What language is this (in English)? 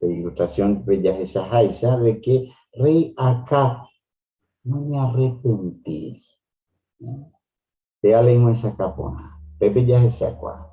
Guarani